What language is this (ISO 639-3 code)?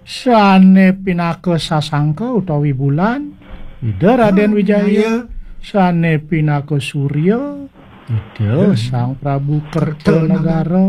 ban